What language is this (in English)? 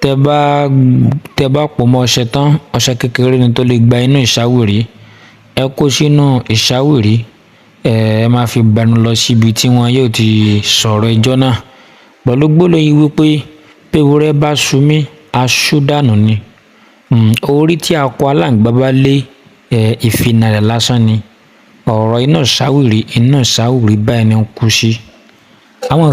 Yoruba